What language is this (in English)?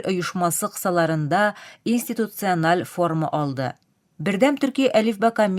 Tatar